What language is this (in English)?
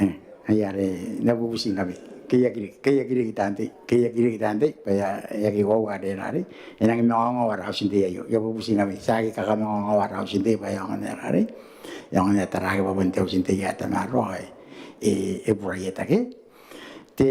Gilbertese